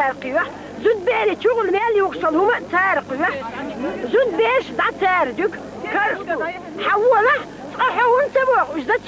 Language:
Chechen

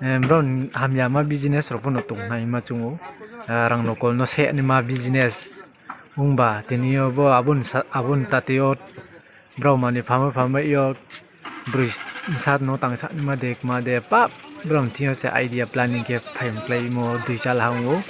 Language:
Riang (India)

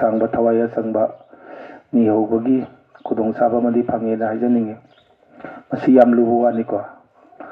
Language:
Manipuri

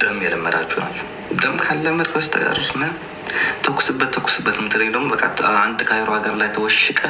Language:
Amharic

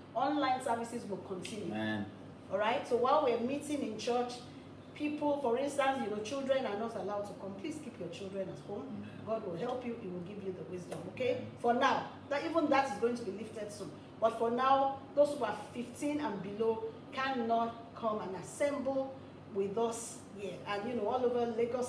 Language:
English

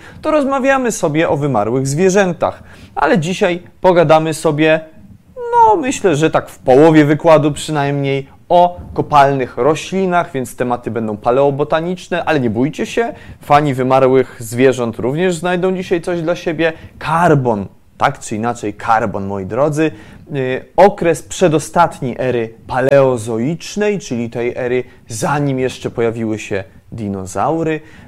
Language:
Polish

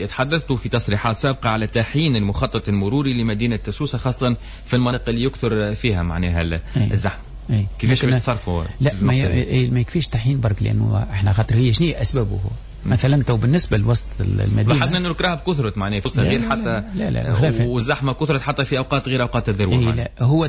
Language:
Tunisian Arabic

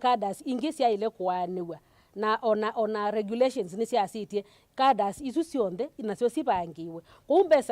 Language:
Kamba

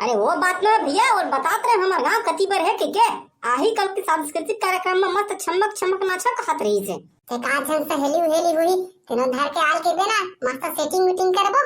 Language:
Chhattisgarhi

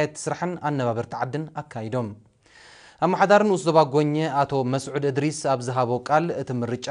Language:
Tigrinya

